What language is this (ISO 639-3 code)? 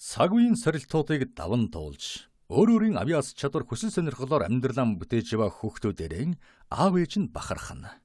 mon